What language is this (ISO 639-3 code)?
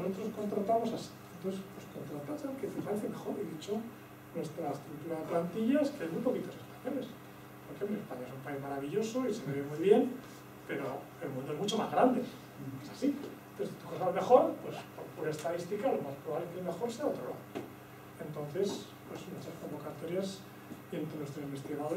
spa